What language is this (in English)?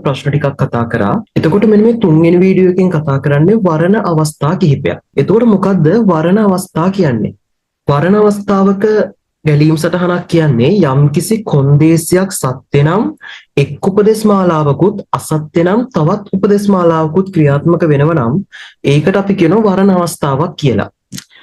Sinhala